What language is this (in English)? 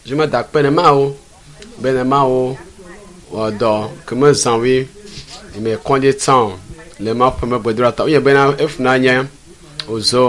Ewe